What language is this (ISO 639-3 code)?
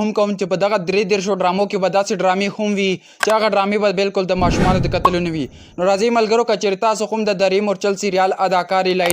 pus